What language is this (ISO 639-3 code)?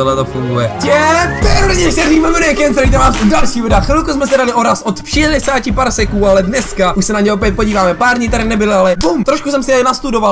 ces